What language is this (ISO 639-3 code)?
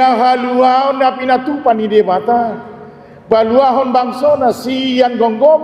bbc